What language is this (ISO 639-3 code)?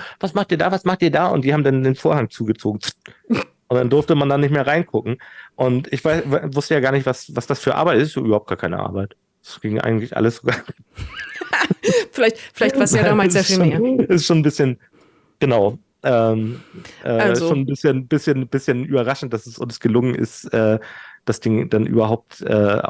deu